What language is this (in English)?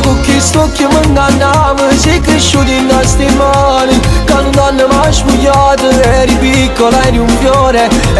Neapolitan